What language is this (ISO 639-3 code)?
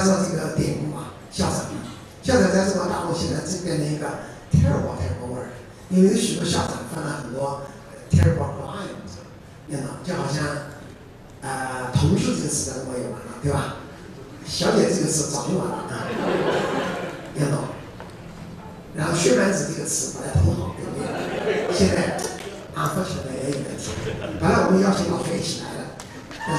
zho